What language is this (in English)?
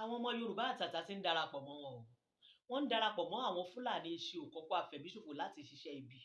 Yoruba